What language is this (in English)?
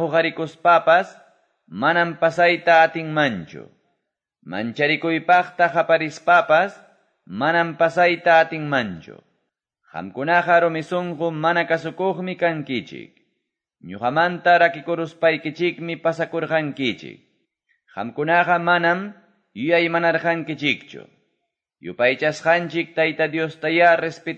Quechua